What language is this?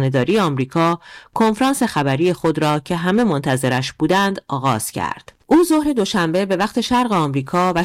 Persian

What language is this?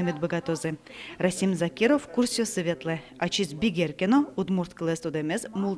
Udmurt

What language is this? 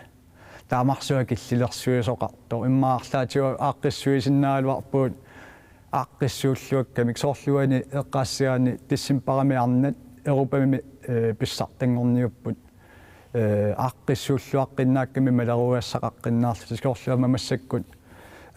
Kalaallisut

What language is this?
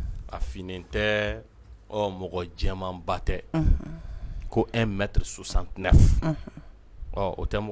Bambara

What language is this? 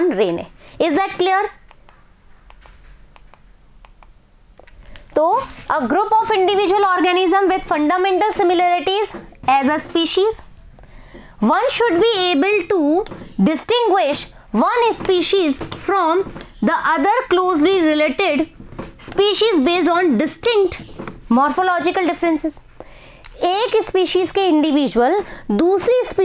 Hindi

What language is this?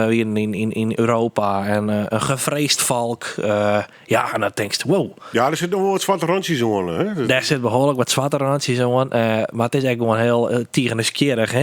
Western Frisian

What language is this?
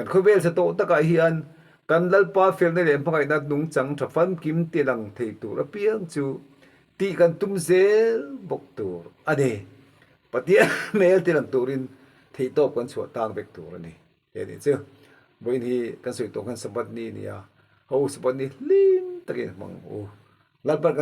Mizo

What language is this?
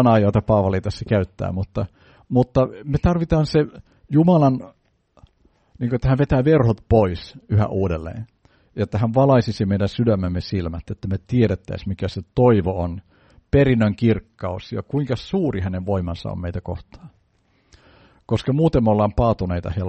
Finnish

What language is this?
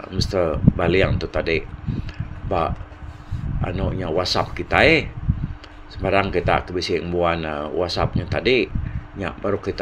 Iban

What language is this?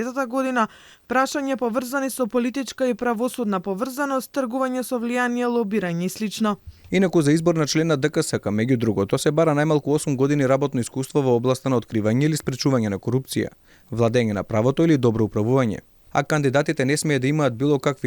Macedonian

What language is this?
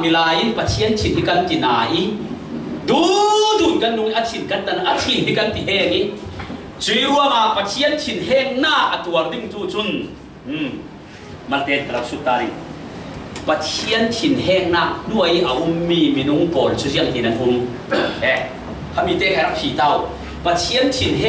Falam Chin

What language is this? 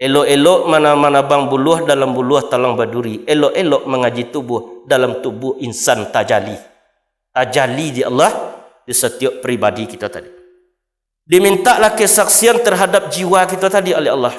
Minangkabau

